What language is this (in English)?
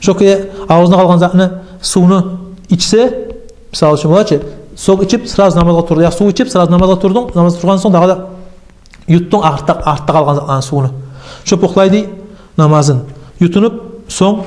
Kumyk